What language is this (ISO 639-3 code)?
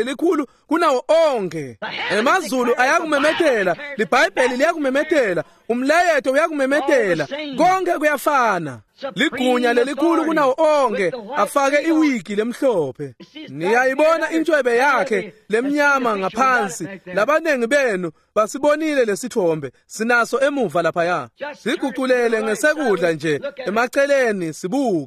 ssw